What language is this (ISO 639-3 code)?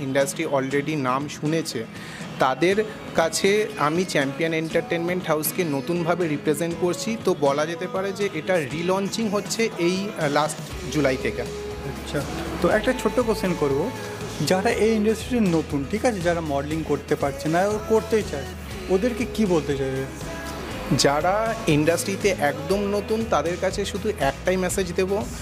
ben